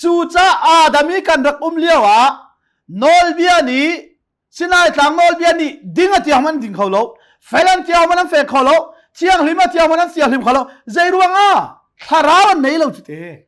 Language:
Hakha Chin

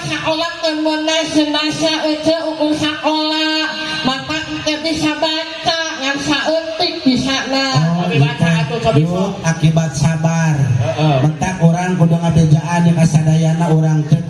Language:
Sundanese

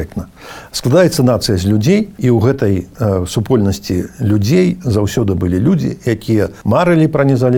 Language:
Belarusian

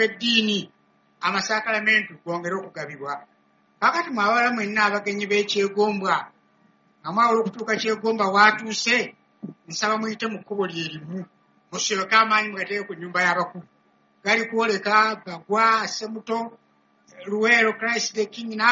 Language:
Ganda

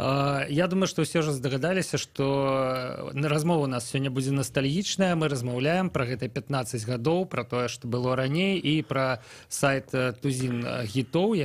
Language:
Belarusian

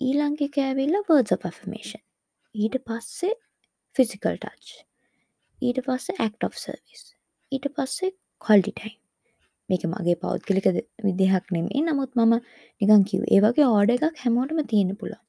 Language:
Sinhala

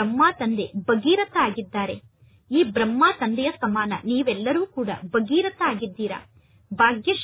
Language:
Kannada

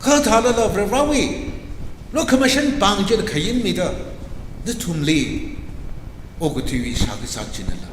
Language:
Tangkhul Naga (India)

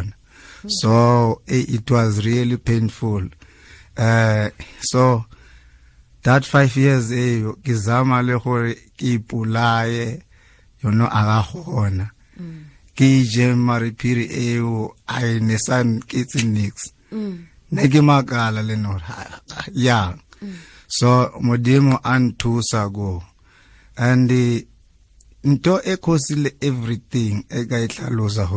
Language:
Tswana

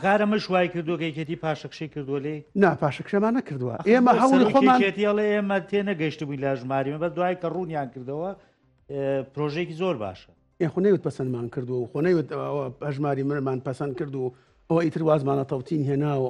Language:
Central Kurdish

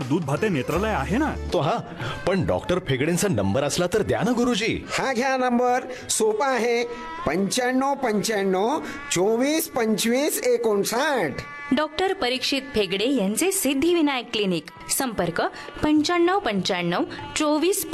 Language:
Marathi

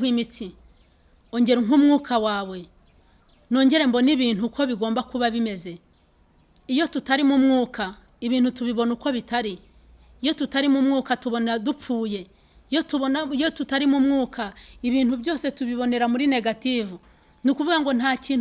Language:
Kinyarwanda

